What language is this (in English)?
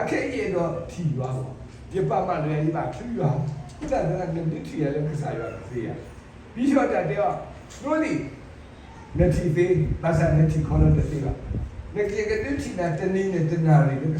S'gaw Karen